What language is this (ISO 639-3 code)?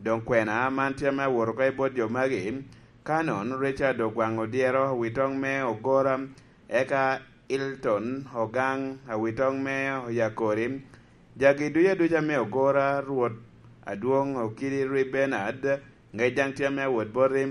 laj